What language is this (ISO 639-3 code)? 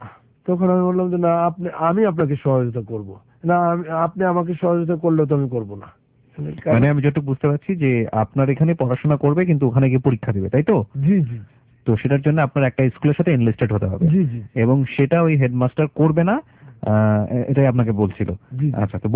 ben